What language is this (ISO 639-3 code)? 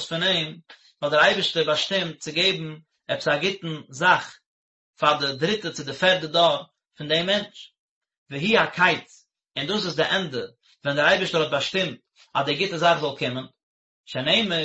yid